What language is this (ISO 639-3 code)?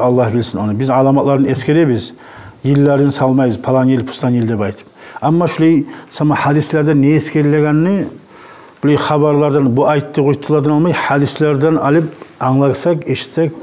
kum